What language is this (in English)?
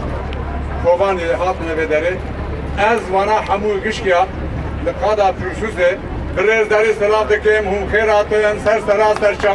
Kurdish